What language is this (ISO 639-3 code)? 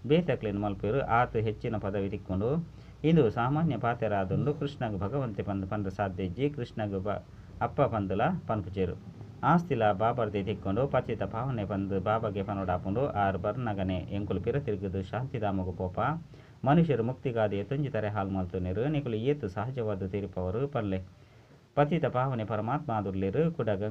tcy